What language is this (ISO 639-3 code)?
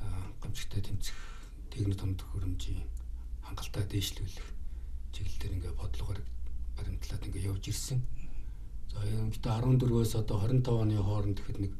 mon